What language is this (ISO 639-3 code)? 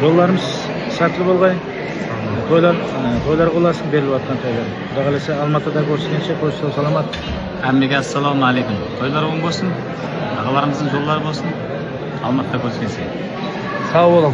kaa